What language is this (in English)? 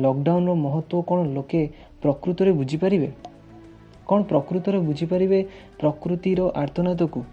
Odia